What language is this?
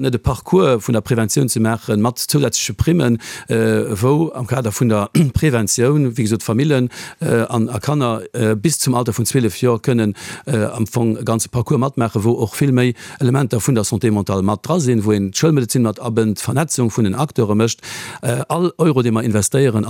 Luxembourgish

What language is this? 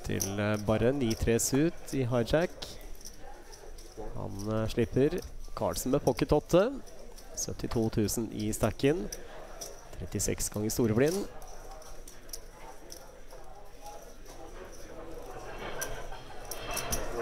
Norwegian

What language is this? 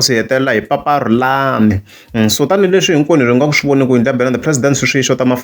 Tsonga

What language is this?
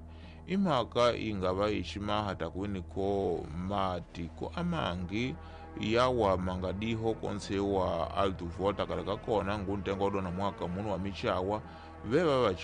Tsonga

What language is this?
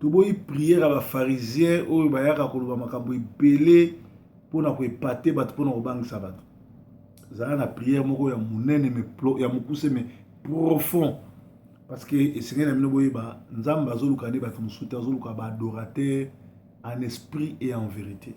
Lingala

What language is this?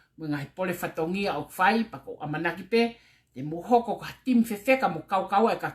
Tongan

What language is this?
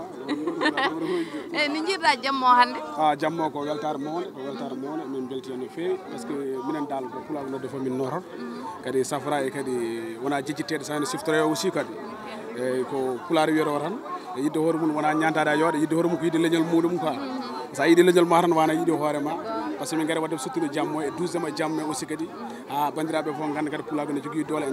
Fula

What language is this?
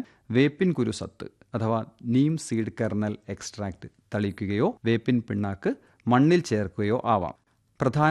Malayalam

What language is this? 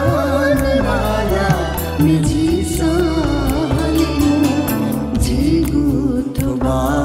Newari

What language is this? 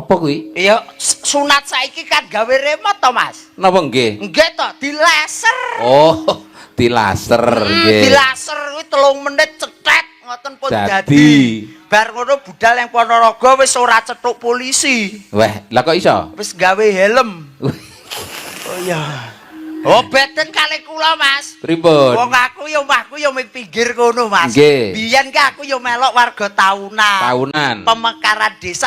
Javanese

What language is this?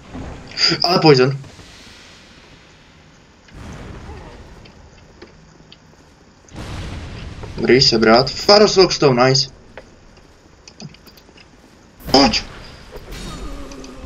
Czech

